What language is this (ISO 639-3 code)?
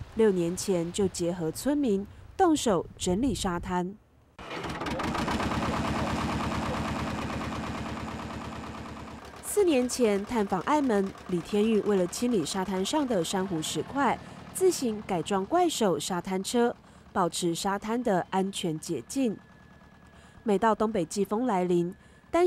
zho